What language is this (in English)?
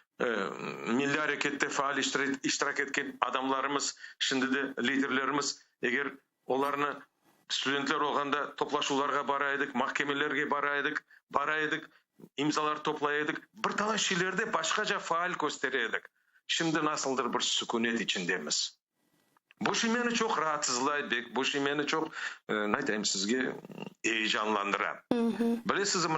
Crimean Tatar